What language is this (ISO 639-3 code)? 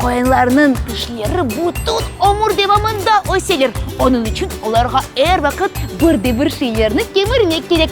crh